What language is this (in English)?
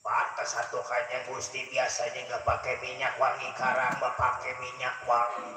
Betawi